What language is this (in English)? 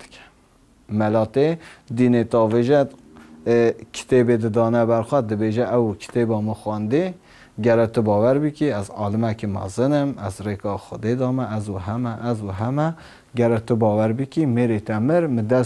Kurdish